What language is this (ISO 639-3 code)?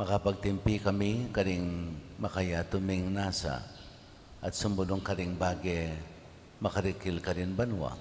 pam